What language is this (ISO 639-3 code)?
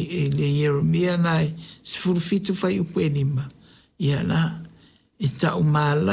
smo